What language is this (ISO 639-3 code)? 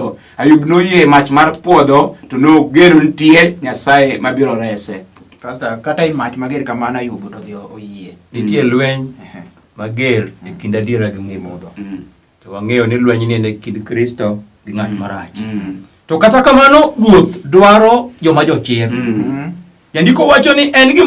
luo